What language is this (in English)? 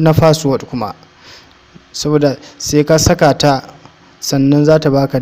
Hausa